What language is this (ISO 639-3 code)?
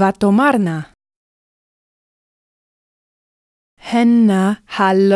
heb